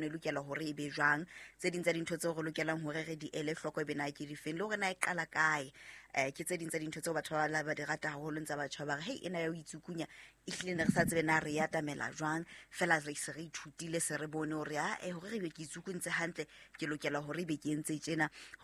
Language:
Southern Sotho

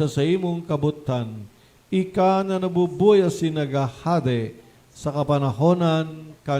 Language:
Bikol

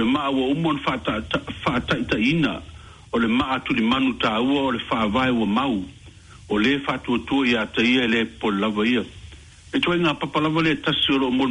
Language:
Samoan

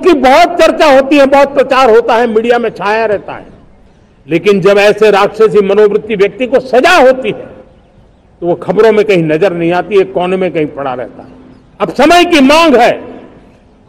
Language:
Hindi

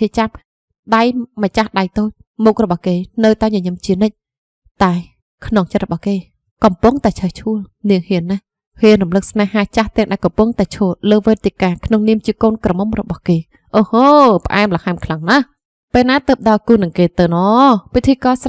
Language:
Khmer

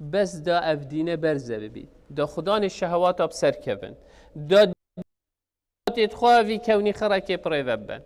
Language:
Kurdish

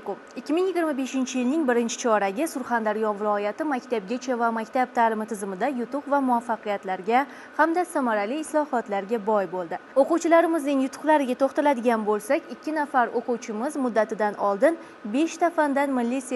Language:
Uzbek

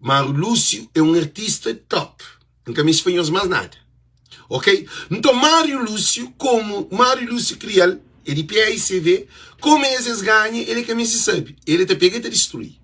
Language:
Kabuverdianu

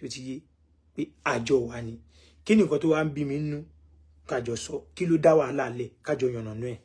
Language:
Yoruba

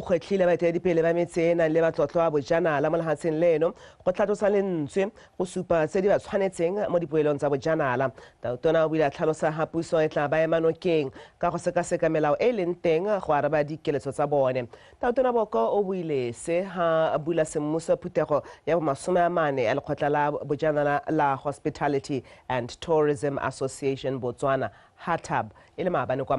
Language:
Tswana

